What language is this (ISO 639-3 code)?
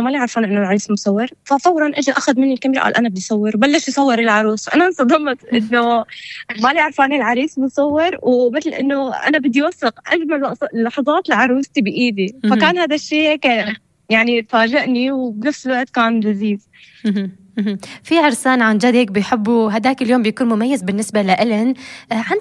apc